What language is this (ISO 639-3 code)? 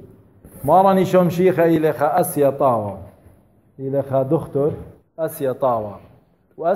aii